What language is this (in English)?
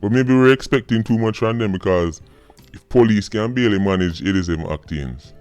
Jamaican Creole English